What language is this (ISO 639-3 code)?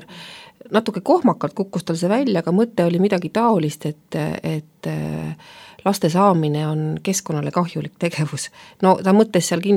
est